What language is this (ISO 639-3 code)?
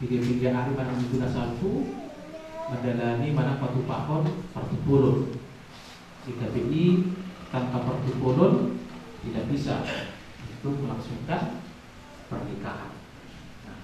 bbc